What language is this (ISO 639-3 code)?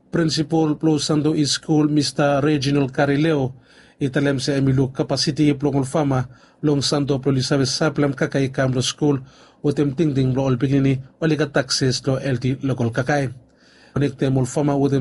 bis